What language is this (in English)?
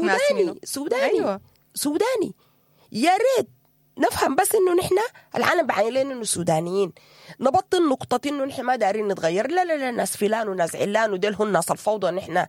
Sudanese Arabic